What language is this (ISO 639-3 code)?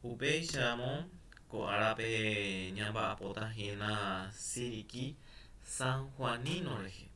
grn